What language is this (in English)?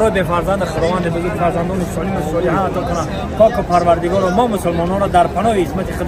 Tajik